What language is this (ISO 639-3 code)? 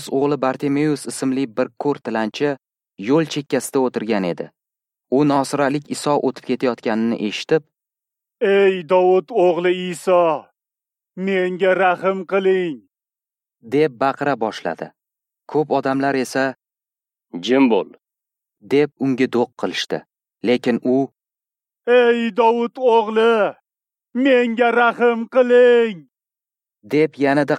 uzb